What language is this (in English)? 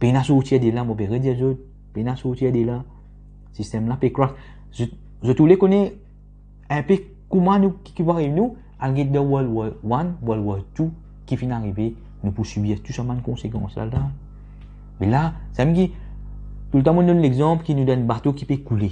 Morisyen